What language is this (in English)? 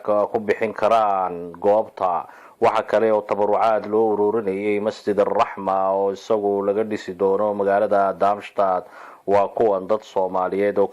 Somali